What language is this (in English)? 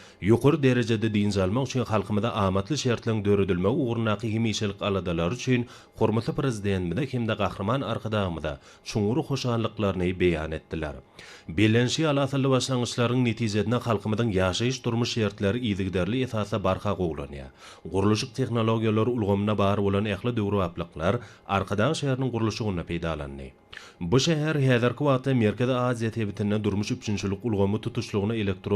Turkmen